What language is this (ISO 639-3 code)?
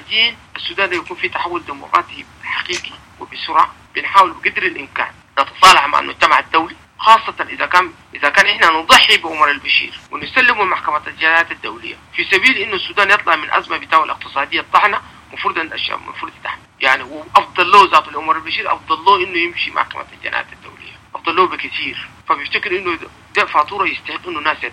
apd